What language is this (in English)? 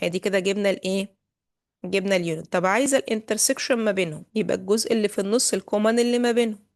Egyptian Arabic